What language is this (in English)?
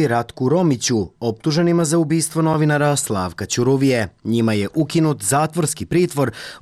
Serbian